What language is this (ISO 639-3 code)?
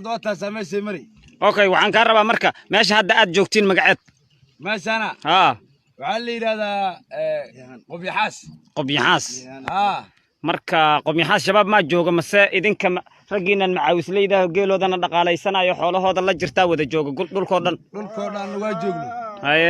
som